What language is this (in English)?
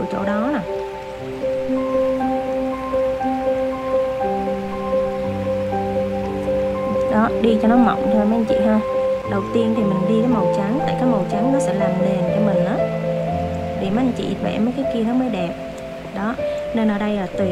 Vietnamese